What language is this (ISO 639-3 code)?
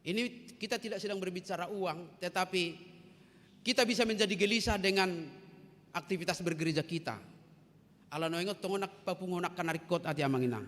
bbc